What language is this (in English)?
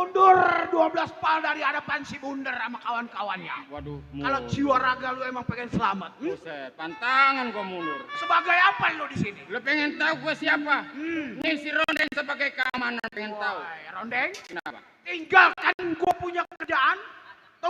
Betawi